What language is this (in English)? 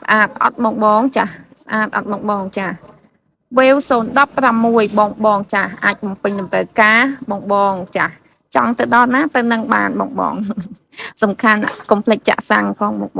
Khmer